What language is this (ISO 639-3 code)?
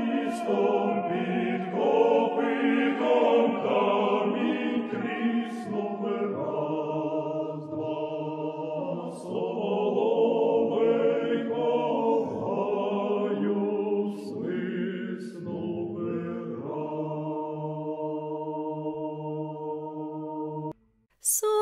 ukr